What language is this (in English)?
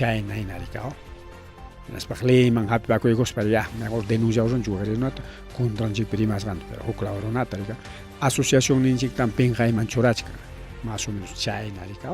Ayacucho Quechua